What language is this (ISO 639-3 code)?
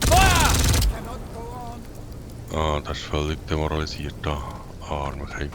gsw